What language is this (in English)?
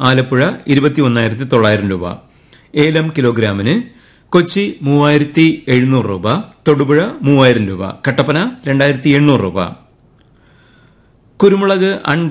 Malayalam